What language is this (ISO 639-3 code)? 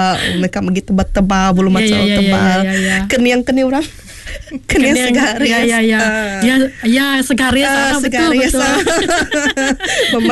msa